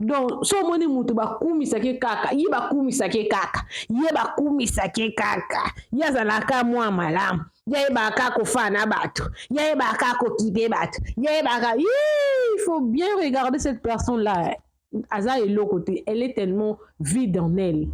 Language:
Lingala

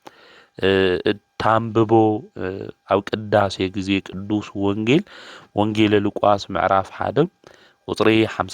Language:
Tigrinya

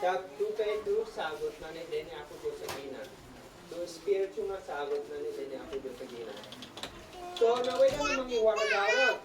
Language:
Isnag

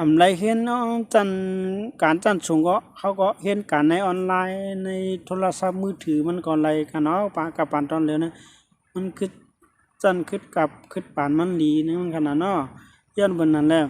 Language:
Shan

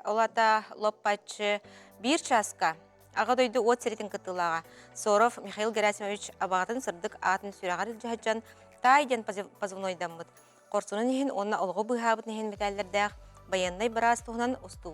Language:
Yakut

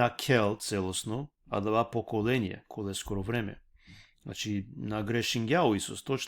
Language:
Balkan Romani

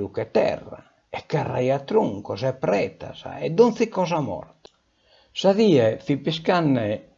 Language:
Sardinian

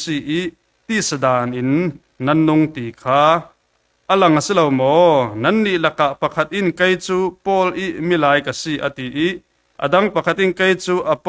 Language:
Falam Chin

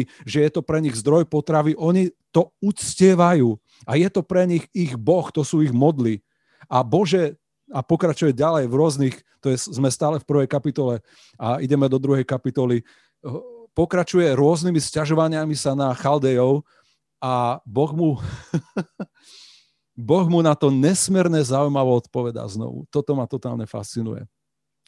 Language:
Slovak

